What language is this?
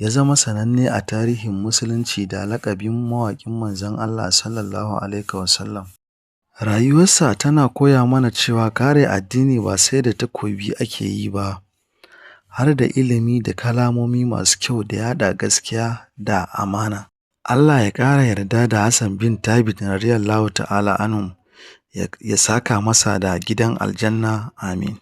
Hausa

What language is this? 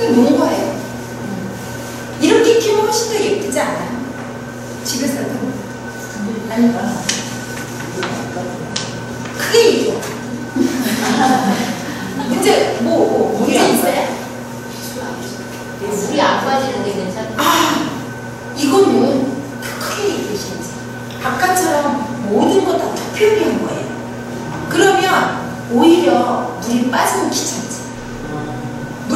Korean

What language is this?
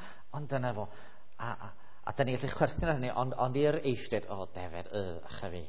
Welsh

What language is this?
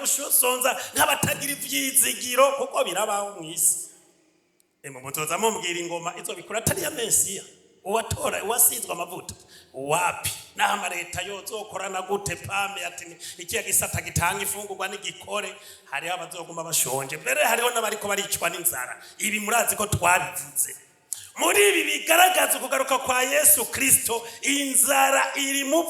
Rundi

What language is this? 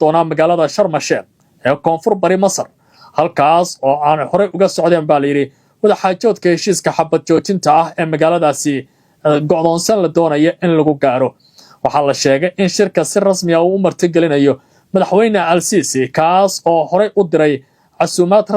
Somali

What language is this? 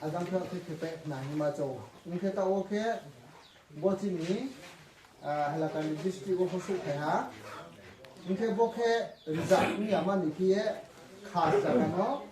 Riang (India)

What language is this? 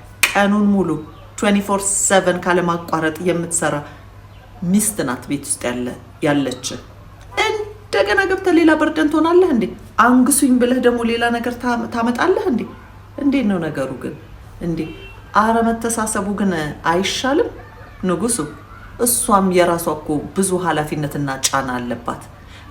Amharic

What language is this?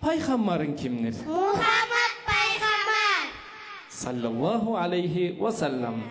Kumyk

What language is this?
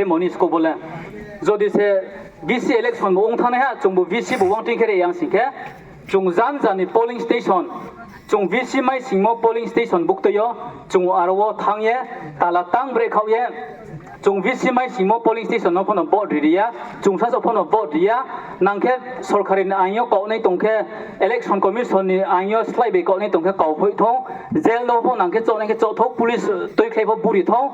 Riang (India)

